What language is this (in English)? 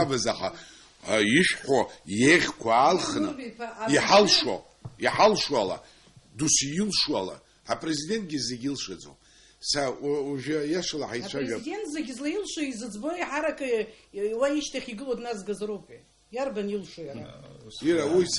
Abkhazian